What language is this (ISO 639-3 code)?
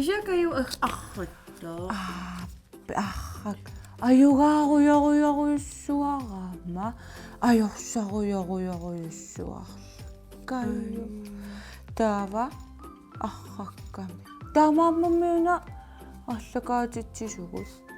kal